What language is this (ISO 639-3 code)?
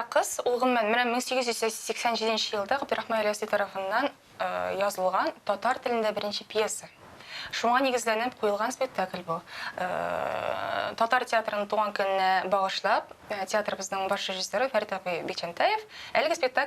tat